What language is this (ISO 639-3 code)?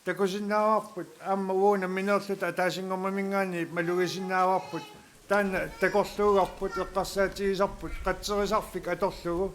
kal